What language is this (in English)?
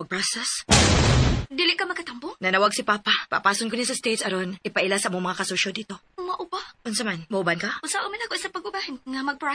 Cebuano